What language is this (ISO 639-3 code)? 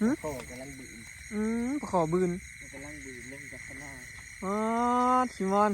tts